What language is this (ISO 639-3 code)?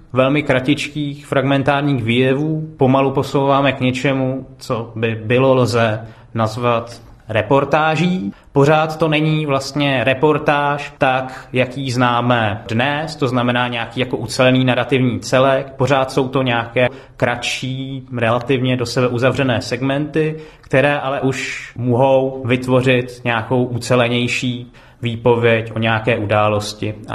ces